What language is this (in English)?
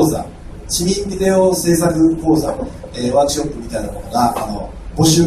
Japanese